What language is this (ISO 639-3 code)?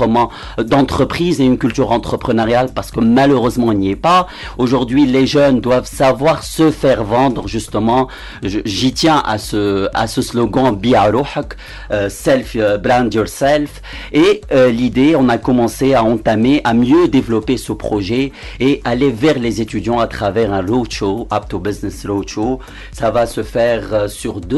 fra